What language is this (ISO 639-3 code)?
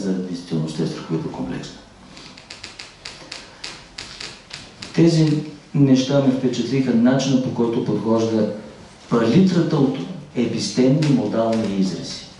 bul